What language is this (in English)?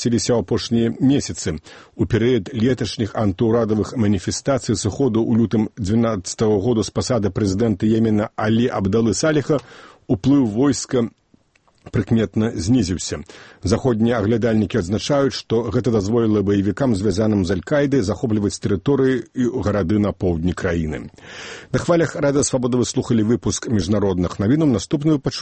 Belarusian